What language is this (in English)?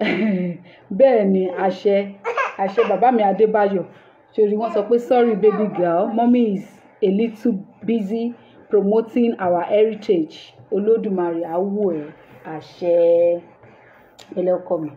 Yoruba